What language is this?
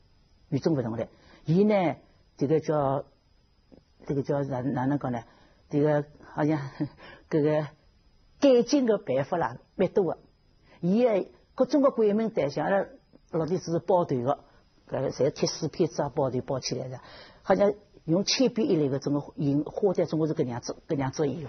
Wu Chinese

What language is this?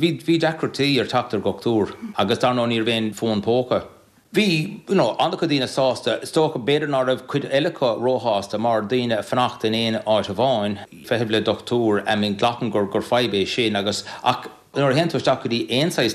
Irish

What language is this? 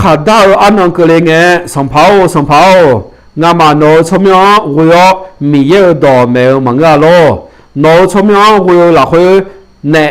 Akha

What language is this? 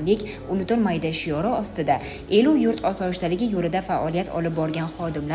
Uzbek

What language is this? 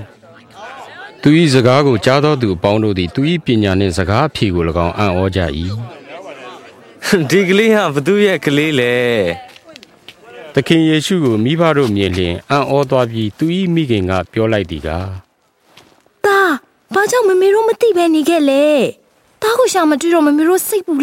Burmese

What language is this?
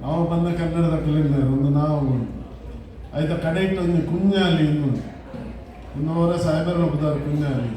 Tulu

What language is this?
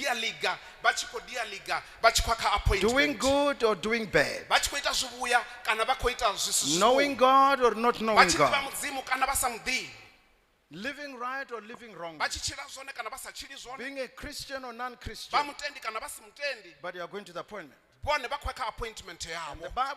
Venda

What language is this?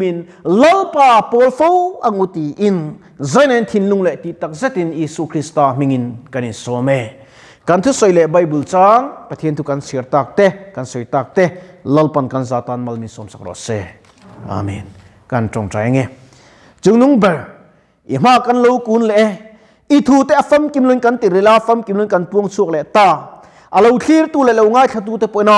Mizo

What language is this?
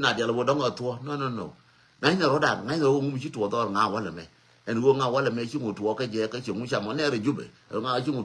Nuer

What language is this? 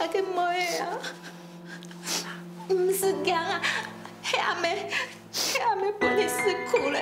Hakka Chinese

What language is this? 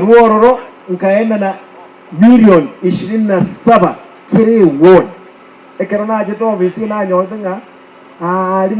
Gusii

